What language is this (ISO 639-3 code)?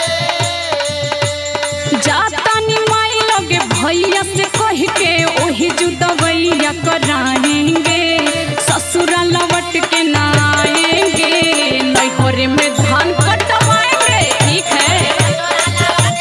bho